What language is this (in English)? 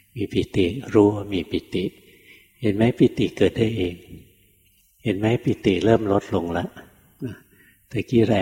Thai